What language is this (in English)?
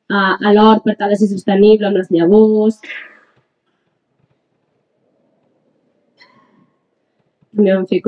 Catalan